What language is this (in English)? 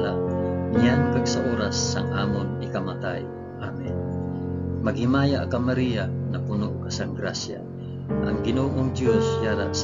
Hiligaynon